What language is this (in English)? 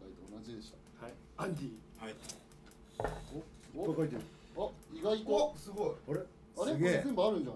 Japanese